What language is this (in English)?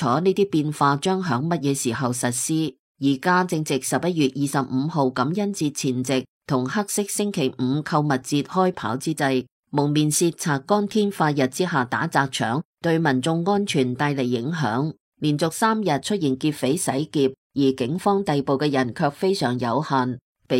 Cantonese